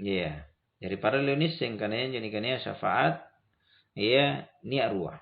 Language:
Makasar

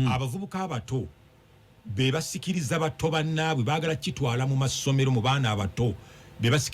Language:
Ganda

